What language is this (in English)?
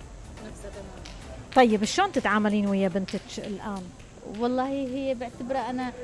Mesopotamian Arabic